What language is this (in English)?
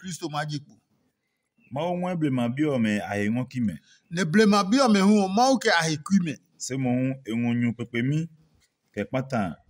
Adangme